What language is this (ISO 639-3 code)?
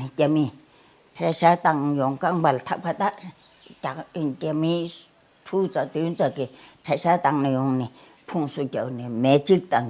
bod